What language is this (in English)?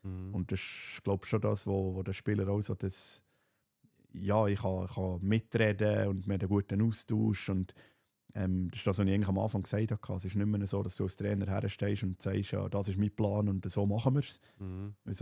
Swiss German